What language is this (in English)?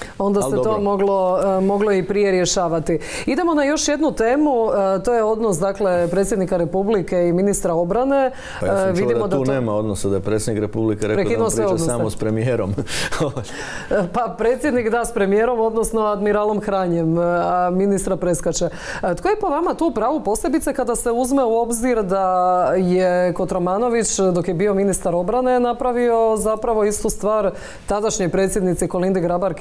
Croatian